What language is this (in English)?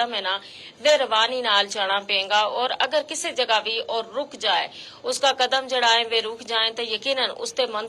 Gujari